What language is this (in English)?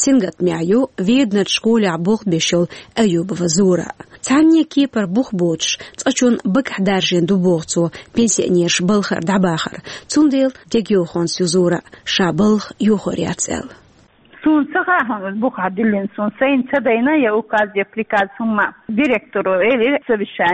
Chechen